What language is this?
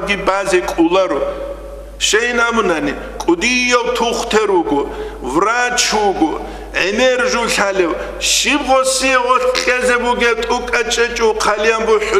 Avaric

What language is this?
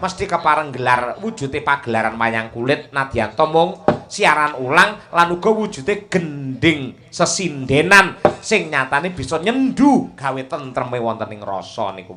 Javanese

